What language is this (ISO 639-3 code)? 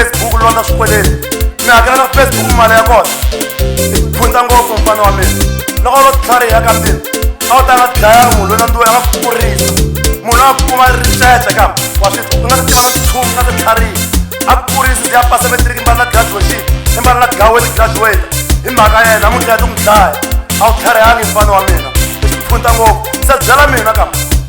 tso